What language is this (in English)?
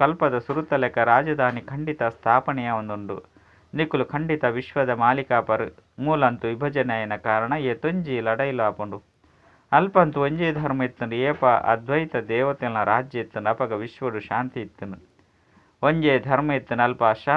Tulu